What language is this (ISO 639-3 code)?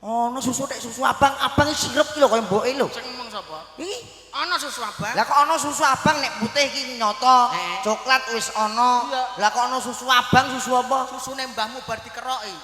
jav